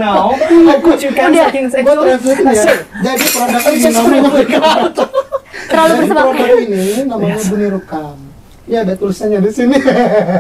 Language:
Indonesian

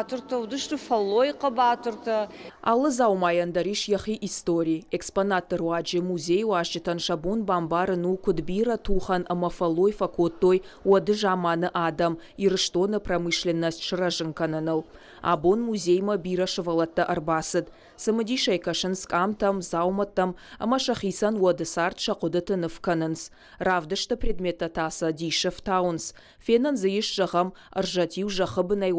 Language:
Ossetic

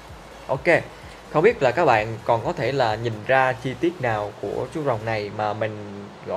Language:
Vietnamese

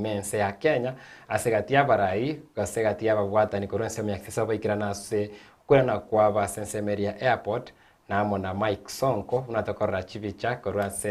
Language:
Gusii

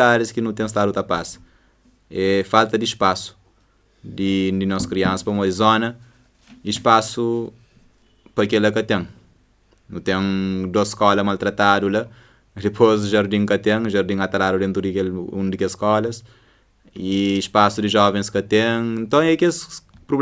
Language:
Kabuverdianu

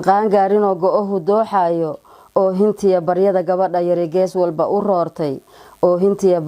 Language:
Somali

